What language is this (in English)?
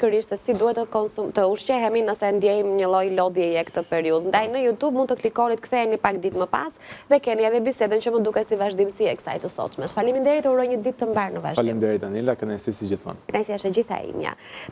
Albanian